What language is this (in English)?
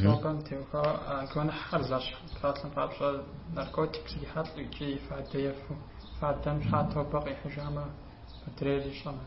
Kabardian